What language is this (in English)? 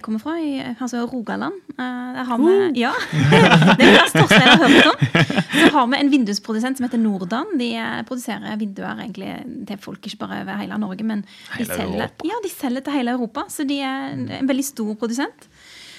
Norwegian